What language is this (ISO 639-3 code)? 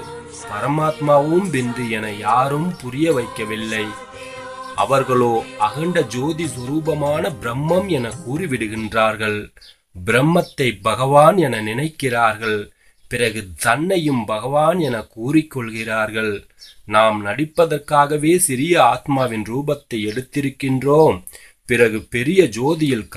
tam